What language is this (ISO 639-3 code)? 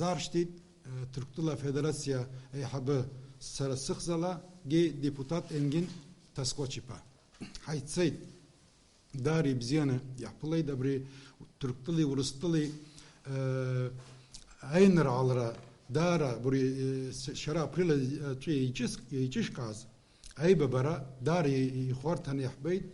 abk